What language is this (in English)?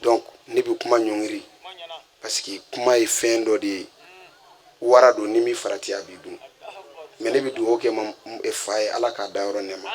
Bambara